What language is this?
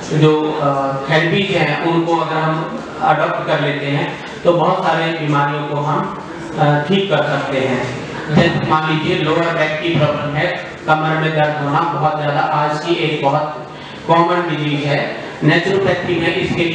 Hindi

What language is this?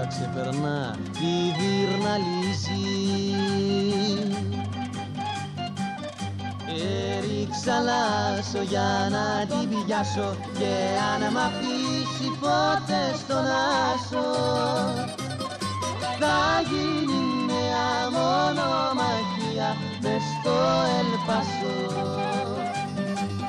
Greek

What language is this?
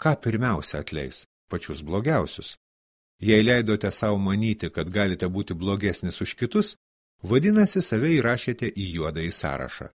Lithuanian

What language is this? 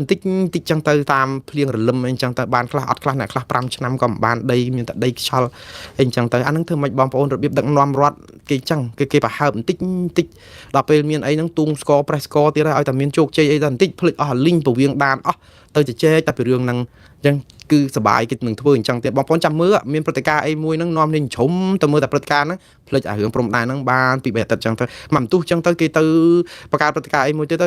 Khmer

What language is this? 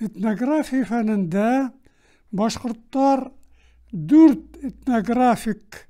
Bashkir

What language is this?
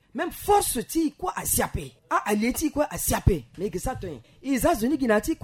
Sango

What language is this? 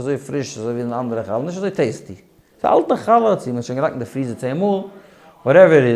Yiddish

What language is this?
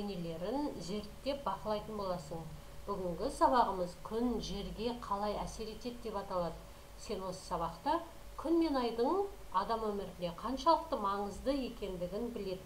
Kazakh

